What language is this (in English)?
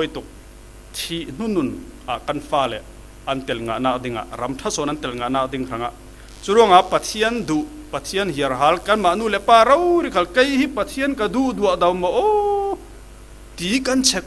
Falam Chin